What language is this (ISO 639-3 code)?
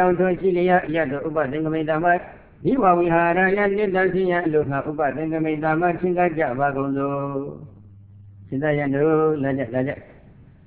mya